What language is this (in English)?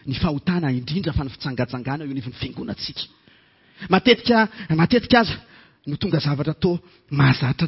Malagasy